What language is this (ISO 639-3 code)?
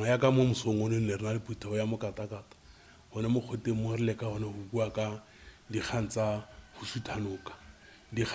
tsn